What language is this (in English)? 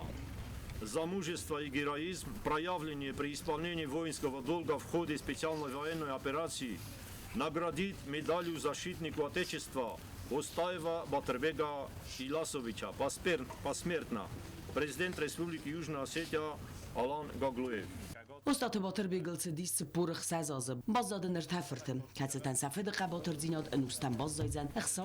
Ossetic